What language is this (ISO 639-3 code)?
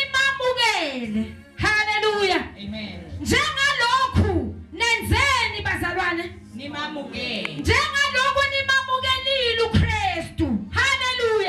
zul